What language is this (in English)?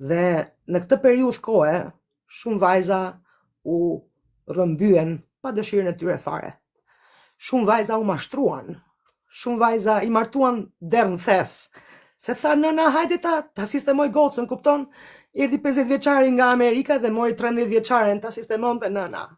Albanian